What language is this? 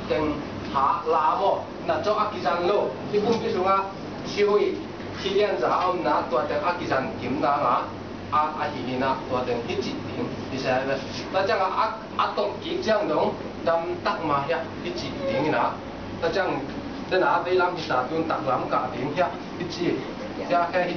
Tedim Chin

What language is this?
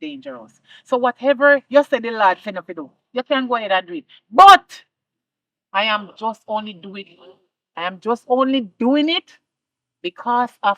Jamaican Creole English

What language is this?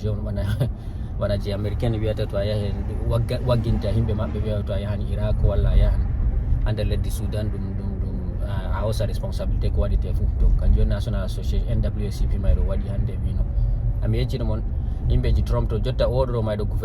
Fula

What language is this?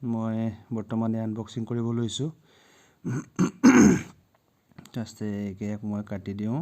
Assamese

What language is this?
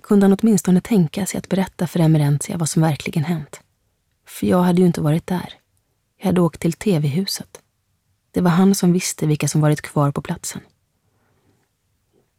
Swedish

